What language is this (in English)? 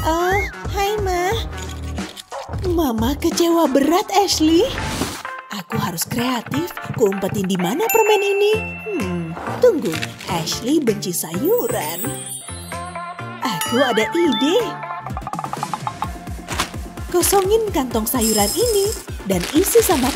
Indonesian